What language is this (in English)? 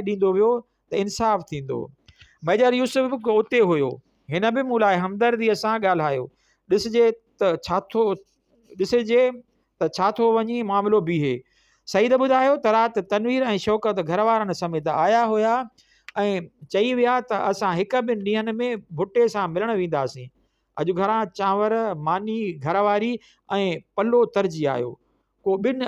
Sindhi